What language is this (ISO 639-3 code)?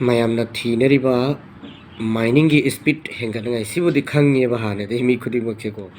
mni